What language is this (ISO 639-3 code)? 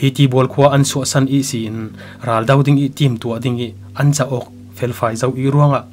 cfm